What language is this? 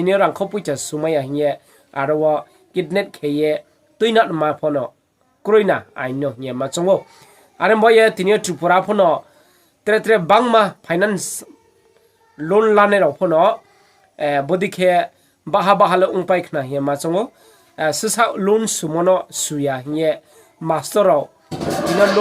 Riang (India)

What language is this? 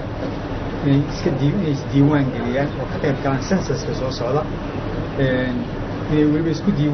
Somali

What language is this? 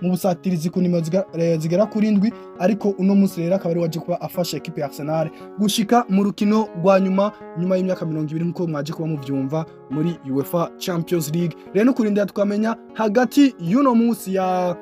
Rundi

